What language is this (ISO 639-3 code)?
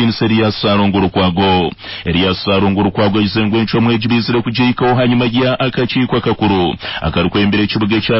nyo